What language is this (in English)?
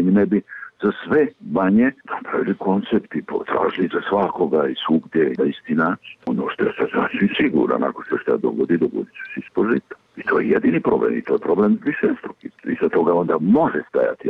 Bosnian